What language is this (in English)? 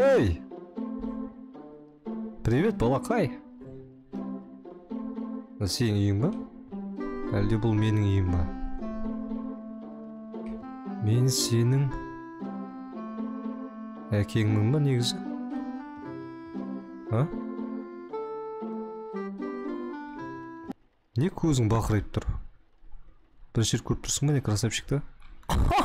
Kazakh